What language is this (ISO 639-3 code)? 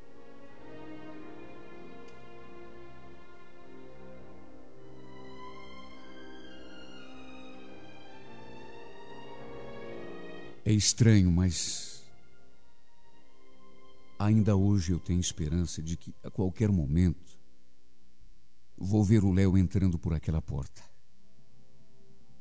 por